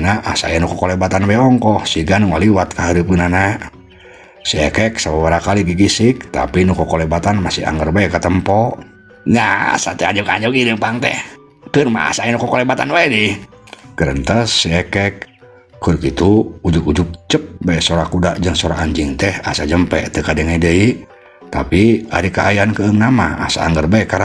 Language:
Sundanese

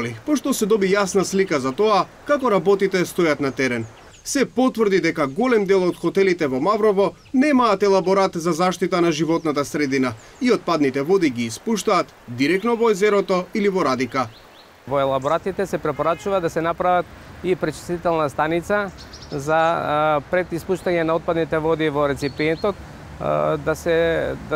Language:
Macedonian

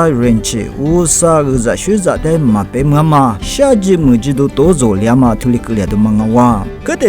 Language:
Lisu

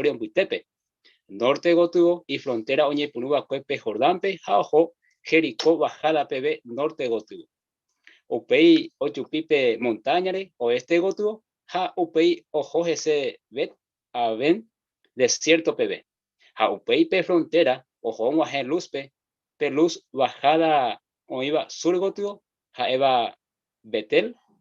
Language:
Guarani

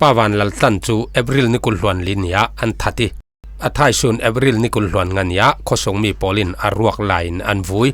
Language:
Falam Chin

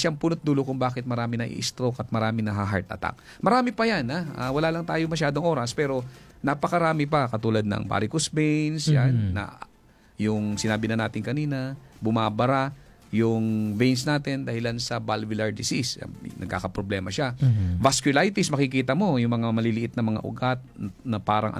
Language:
Filipino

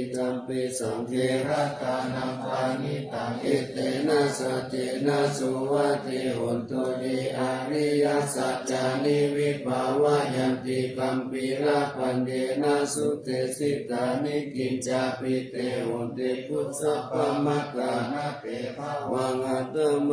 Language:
Pali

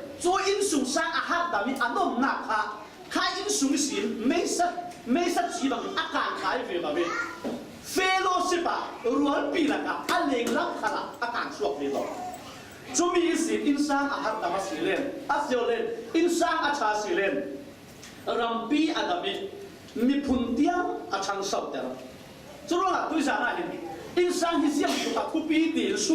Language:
Falam Chin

